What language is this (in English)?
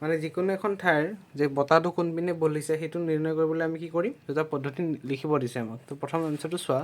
Assamese